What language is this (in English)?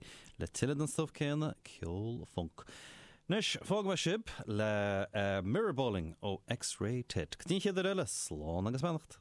Irish